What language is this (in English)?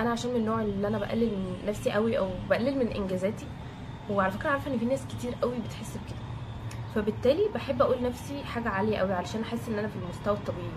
Egyptian Arabic